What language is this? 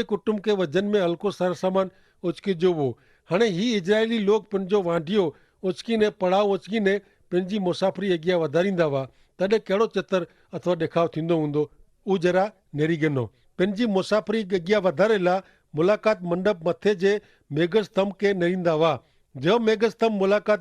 Kachhi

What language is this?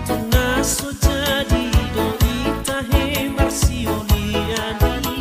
Batak Toba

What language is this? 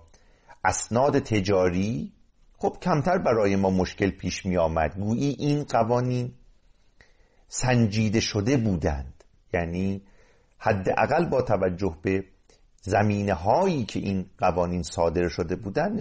Persian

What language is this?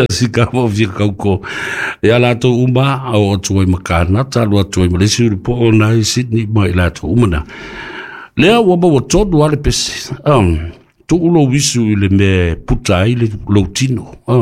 Samoan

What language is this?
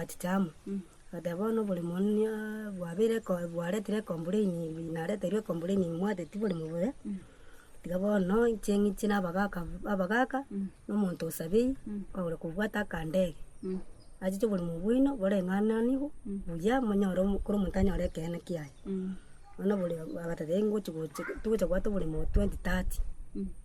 Gusii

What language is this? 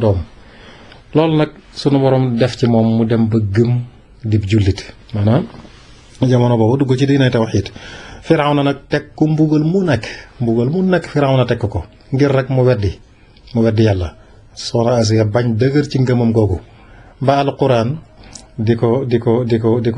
Wolof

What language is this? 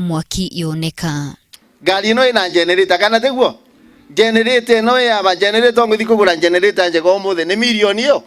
Kikuyu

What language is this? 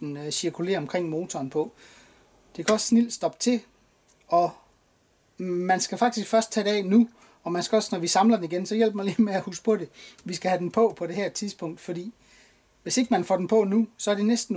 Danish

